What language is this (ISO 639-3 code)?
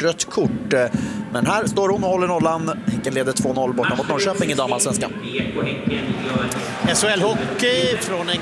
swe